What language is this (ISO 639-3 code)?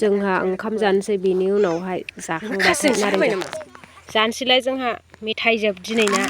brx